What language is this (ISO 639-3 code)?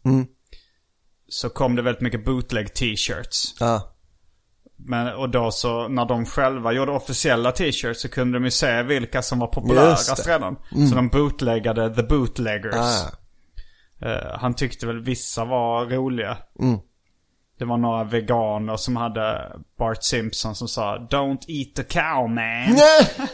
swe